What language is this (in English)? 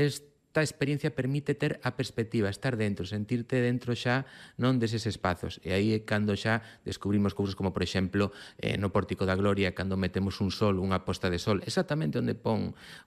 Galician